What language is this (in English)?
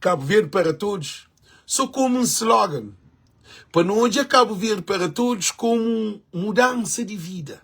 Kabuverdianu